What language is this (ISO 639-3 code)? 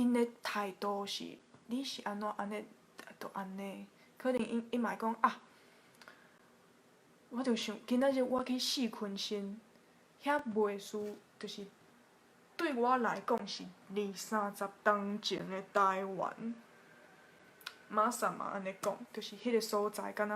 nan